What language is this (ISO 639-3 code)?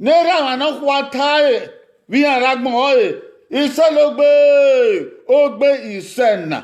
bin